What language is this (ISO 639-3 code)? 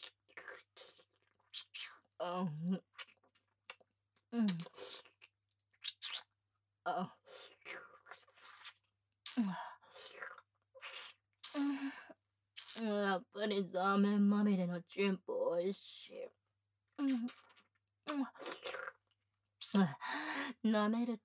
jpn